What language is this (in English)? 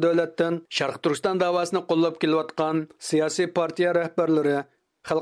Uyghur